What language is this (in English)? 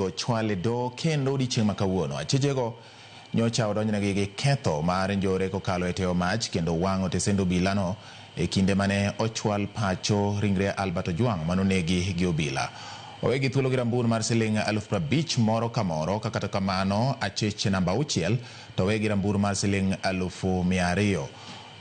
Luo (Kenya and Tanzania)